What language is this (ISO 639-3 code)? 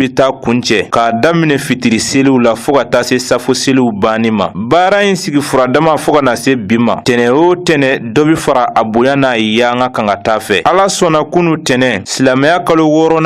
bam